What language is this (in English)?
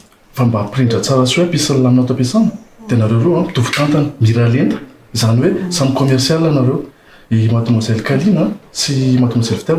Malagasy